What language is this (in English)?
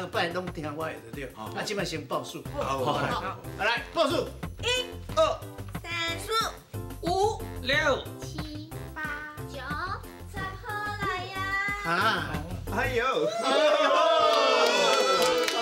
Min Nan Chinese